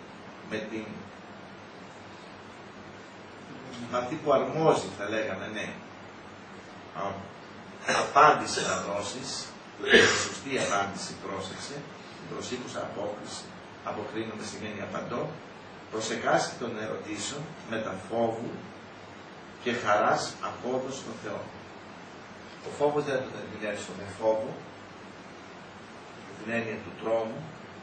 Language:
Greek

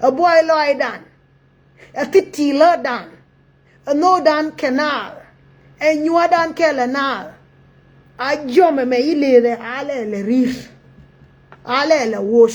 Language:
Nuer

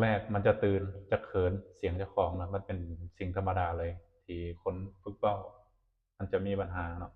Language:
Lao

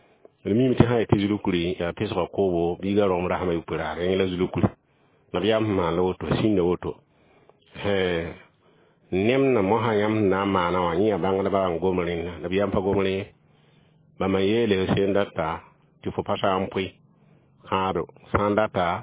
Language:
Mossi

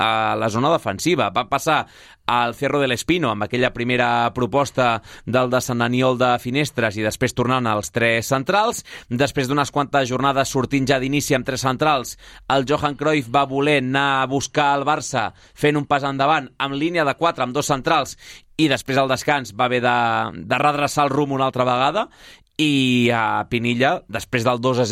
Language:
Catalan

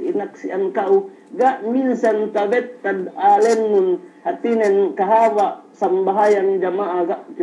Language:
Yakan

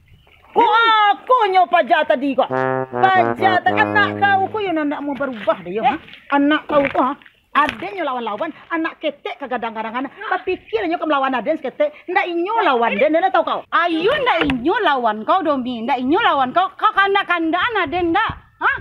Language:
Minangkabau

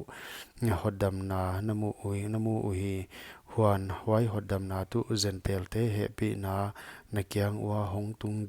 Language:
Paite Chin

